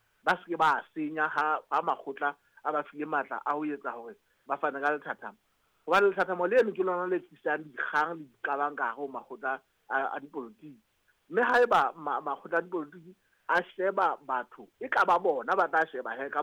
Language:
Southern Sotho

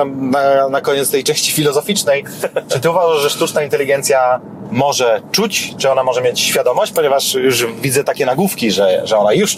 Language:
Polish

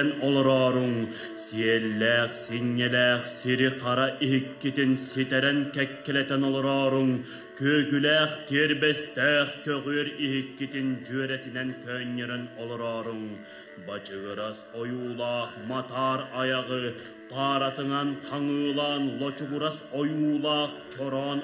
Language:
Yakut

